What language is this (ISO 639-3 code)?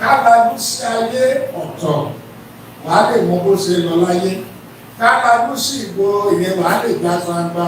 yor